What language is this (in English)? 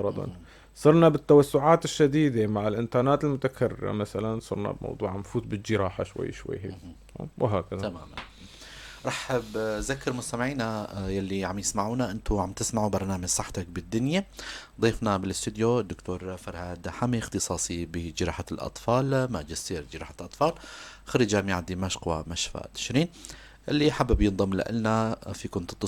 North Levantine Arabic